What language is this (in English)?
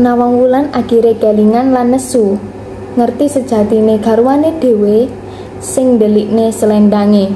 Javanese